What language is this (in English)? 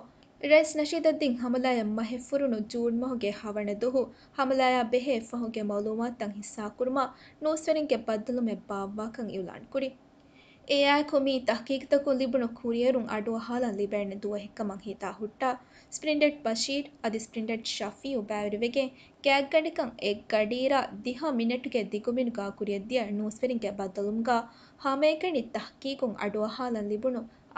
Divehi